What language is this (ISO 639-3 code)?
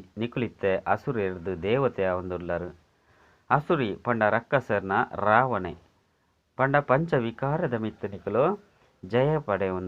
tcy